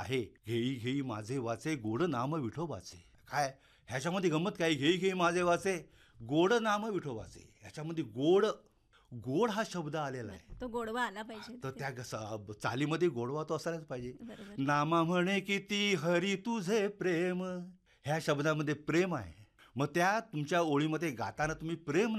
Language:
Marathi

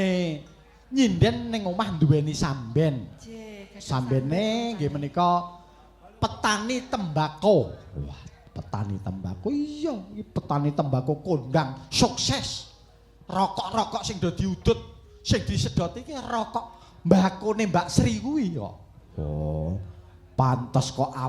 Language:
Javanese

